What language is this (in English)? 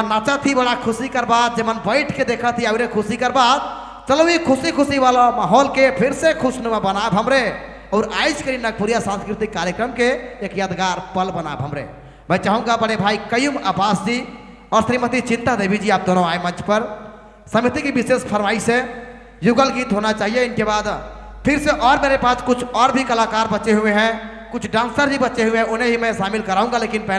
Sadri